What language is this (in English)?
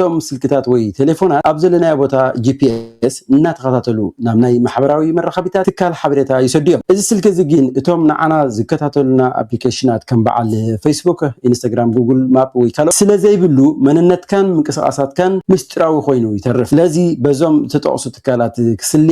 Tigrinya